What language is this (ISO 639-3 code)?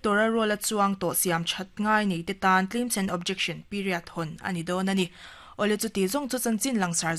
lus